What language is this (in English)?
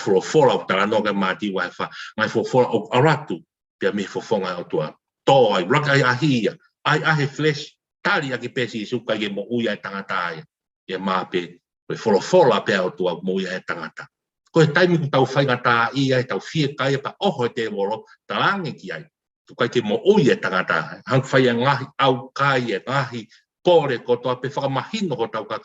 Tongan